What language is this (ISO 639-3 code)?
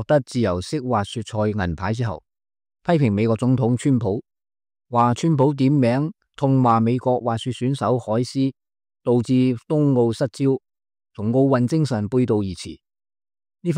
yue